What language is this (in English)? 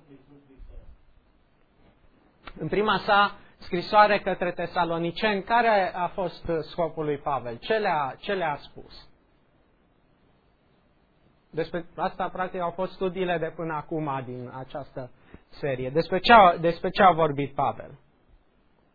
Romanian